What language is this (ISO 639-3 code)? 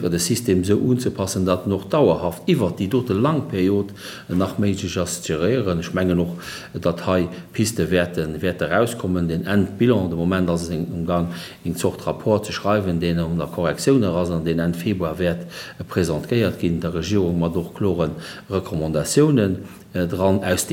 ltz